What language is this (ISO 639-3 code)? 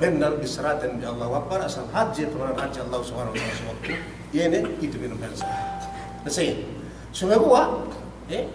yka